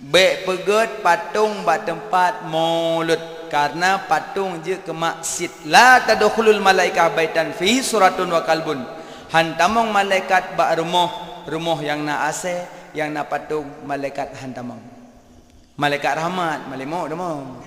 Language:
Achinese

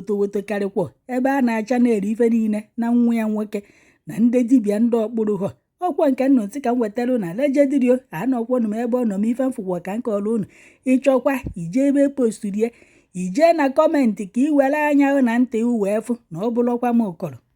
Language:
Igbo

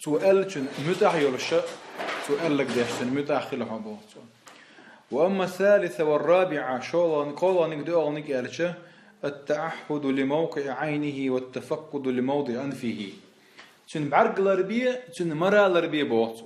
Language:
Chechen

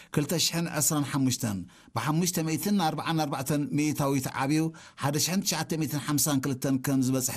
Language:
Tigrinya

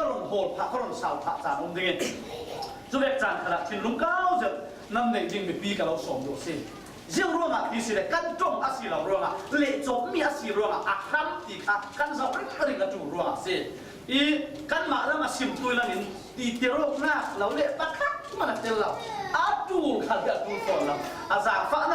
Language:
Falam Chin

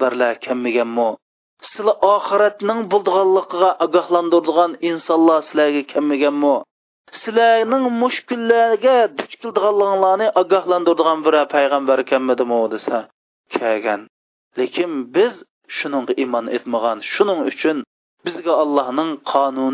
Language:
Uyghur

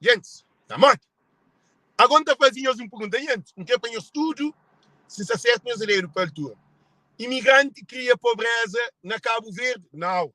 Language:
Kabuverdianu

